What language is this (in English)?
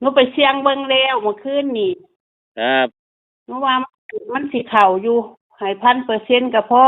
Northeastern Thai